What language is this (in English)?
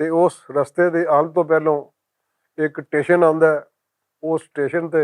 Western Panjabi